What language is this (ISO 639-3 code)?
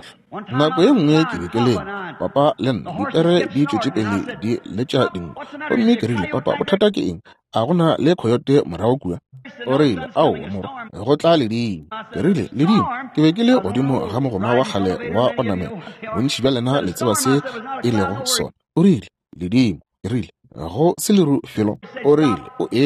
nso